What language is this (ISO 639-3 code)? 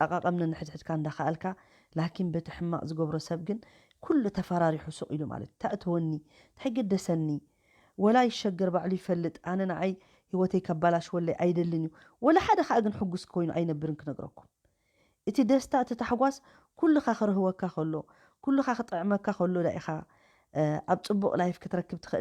tir